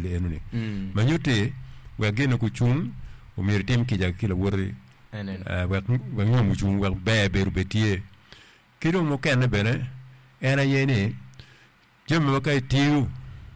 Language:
Acoli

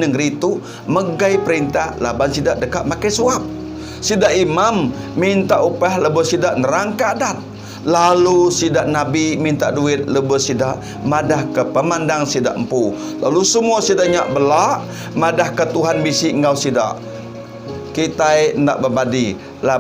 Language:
Iban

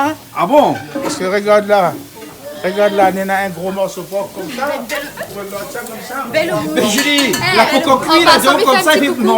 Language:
Réunion Creole French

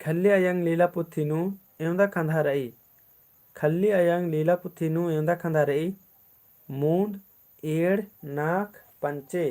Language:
Kurukh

